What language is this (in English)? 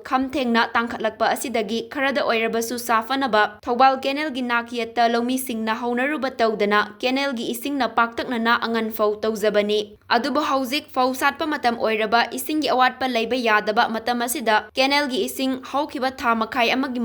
Manipuri